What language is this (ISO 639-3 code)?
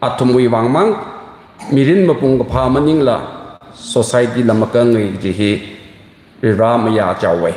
nmf